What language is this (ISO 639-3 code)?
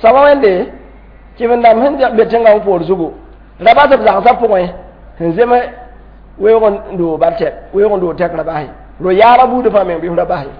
mos